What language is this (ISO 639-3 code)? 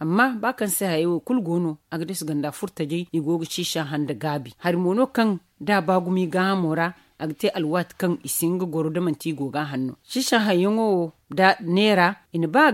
dje